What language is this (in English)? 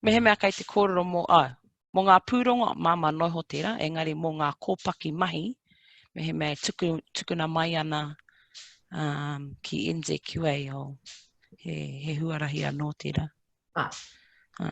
Māori